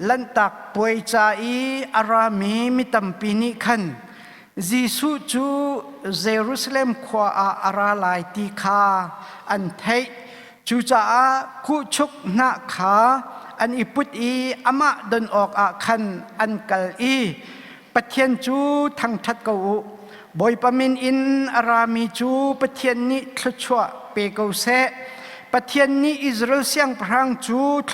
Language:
Hakha Chin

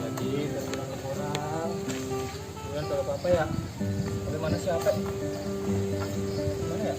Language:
Betawi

